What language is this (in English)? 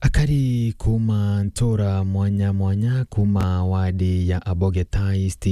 Meru